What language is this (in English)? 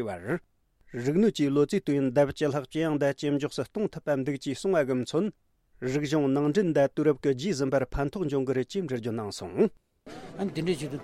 Tibetan